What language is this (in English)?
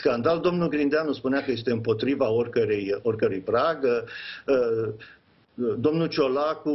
Romanian